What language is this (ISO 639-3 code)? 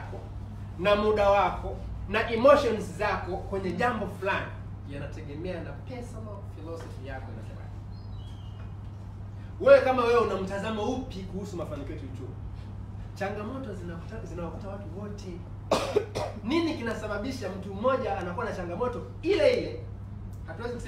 swa